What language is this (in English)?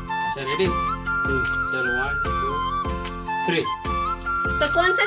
Chhattisgarhi